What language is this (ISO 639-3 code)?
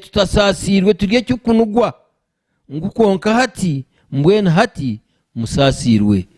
nyn